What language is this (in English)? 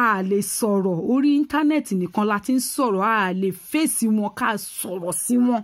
Yoruba